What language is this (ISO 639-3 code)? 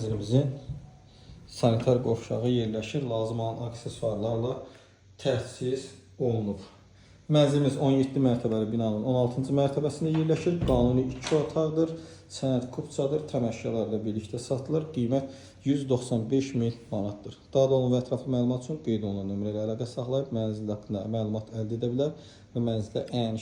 aze